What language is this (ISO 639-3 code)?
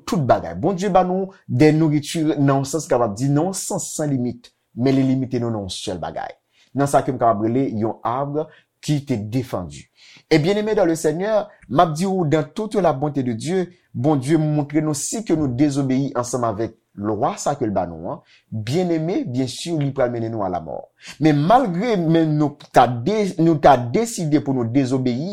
hat